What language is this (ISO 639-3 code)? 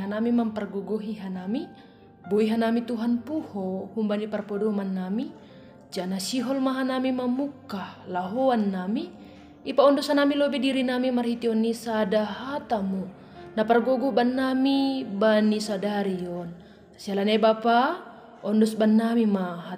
bts